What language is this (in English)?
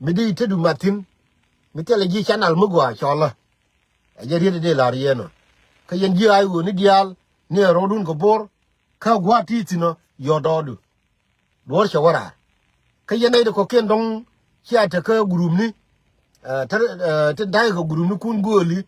Nuer